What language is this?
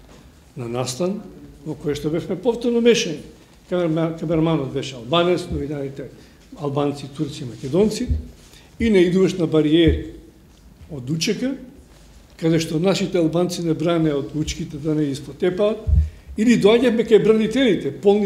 Macedonian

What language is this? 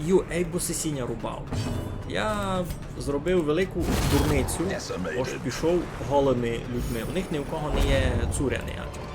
Rusyn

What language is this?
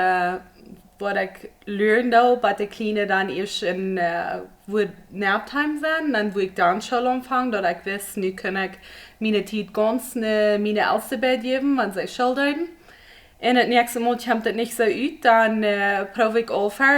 Plautdietsch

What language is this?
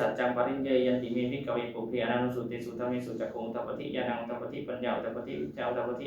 Pali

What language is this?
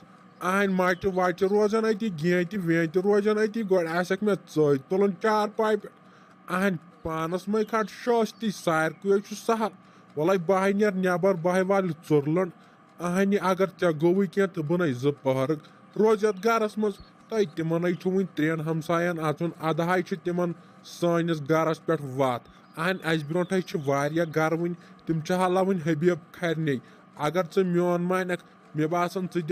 Kashmiri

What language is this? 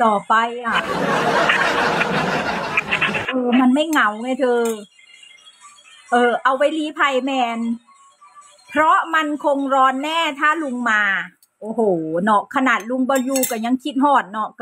Thai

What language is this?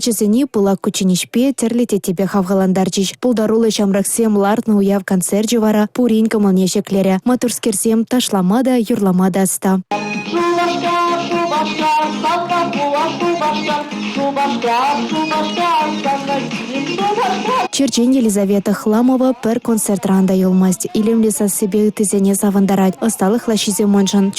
Chuvash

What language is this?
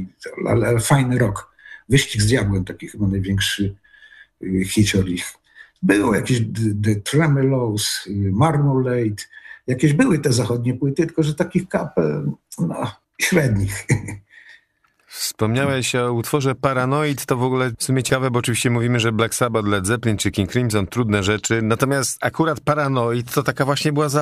Polish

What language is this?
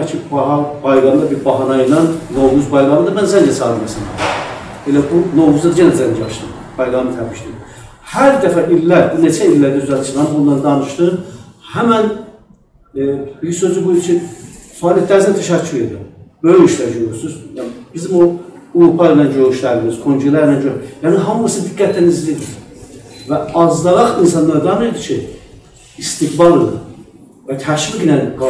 South Azerbaijani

